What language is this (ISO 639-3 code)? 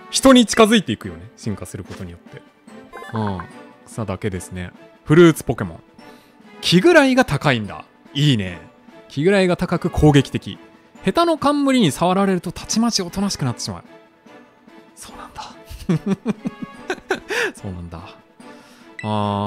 jpn